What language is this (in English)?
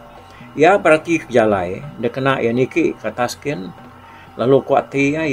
Iban